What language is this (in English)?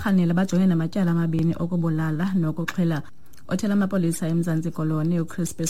Xhosa